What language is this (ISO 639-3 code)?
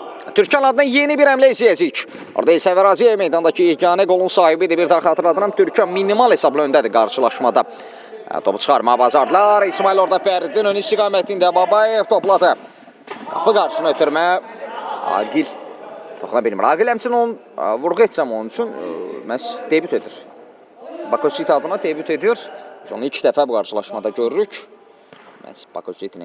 aze